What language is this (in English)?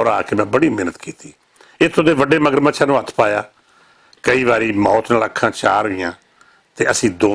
Western Panjabi